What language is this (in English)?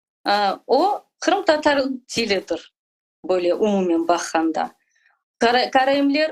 Crimean Tatar